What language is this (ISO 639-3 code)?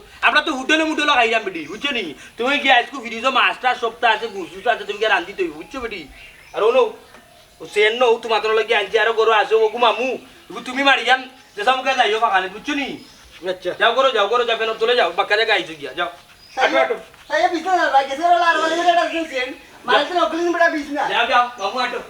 syl